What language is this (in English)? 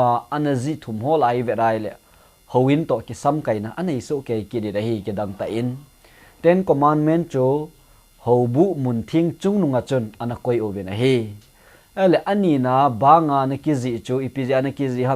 Thado Chin